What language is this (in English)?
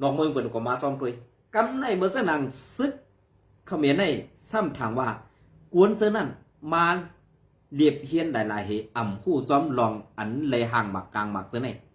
Shan